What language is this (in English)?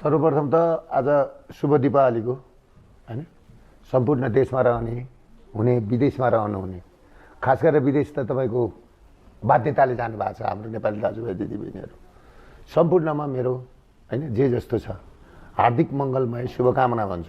Nepali